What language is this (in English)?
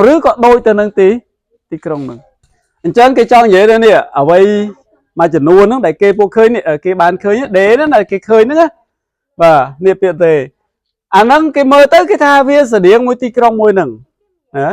Khmer